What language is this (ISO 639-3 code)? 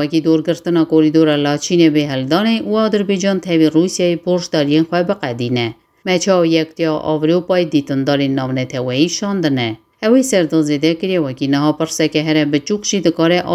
kur